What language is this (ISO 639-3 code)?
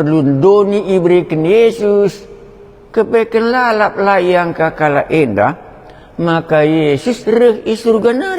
btx